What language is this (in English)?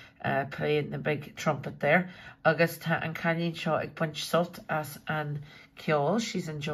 Irish